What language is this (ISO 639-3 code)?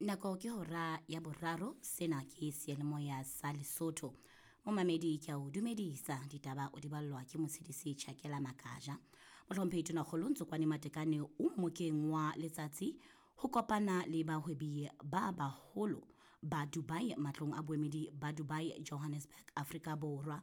sot